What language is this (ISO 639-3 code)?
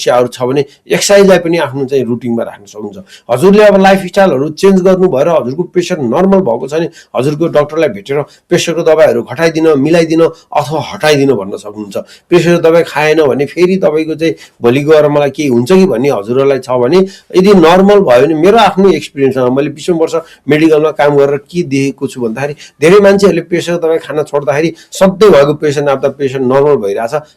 nep